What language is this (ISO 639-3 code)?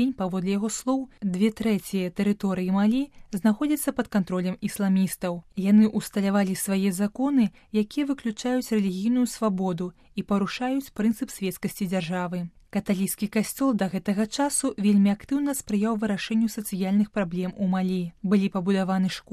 bel